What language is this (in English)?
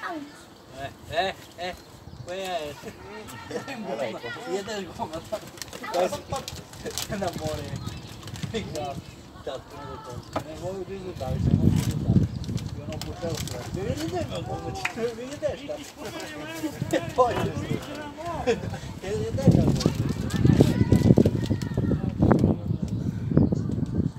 Serbian